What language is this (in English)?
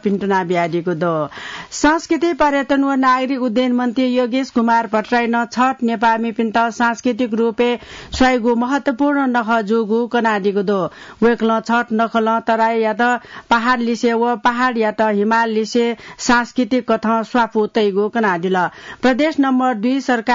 Newari